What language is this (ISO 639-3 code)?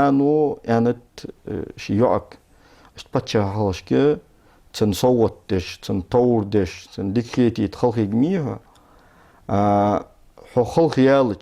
inh